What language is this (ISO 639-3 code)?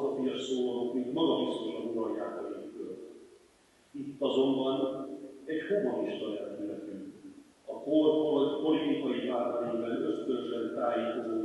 hun